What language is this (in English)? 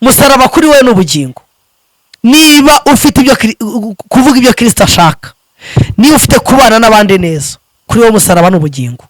Kinyarwanda